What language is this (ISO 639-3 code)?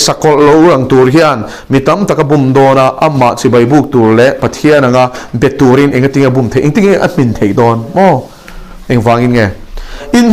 lus